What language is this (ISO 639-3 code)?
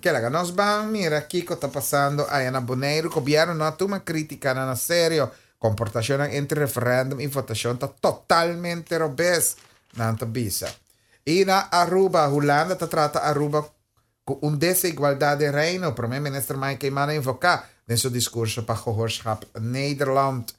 pap